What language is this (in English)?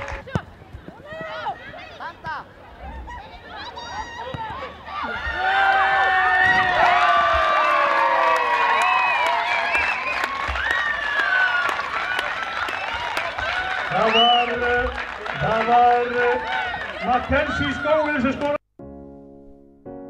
Icelandic